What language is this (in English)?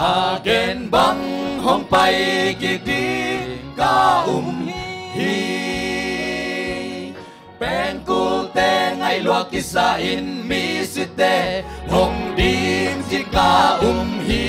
Tedim Chin